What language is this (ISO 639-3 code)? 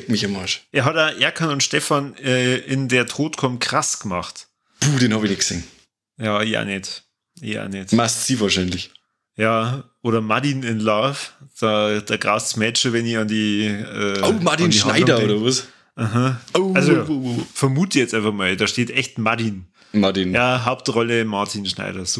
bar